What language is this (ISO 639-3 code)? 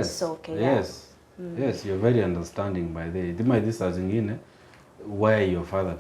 guz